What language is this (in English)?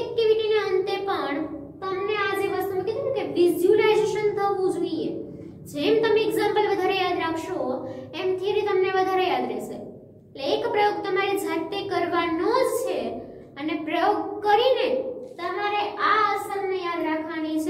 Gujarati